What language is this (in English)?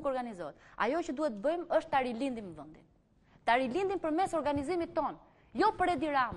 Albanian